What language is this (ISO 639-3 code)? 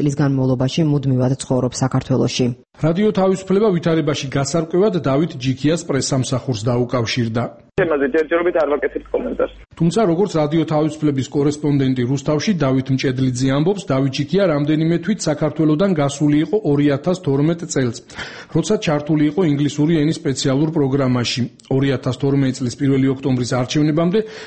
kat